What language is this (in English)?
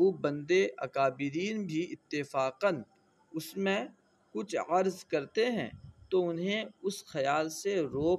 Urdu